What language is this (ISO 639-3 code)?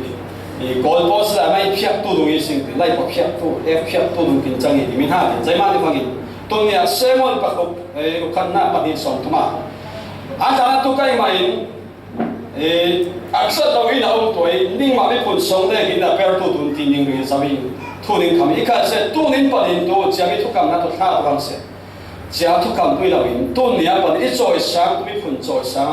cfm